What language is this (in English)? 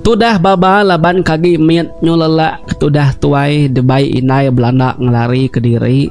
Iban